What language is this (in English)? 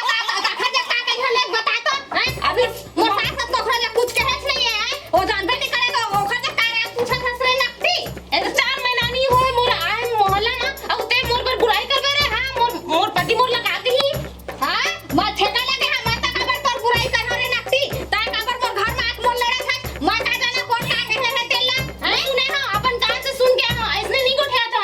Chhattisgarhi